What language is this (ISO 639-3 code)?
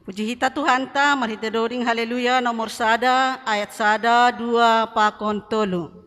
bts